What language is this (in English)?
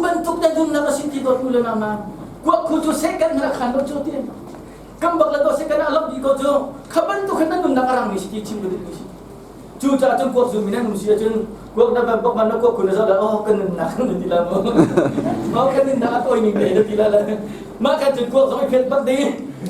Hakha Chin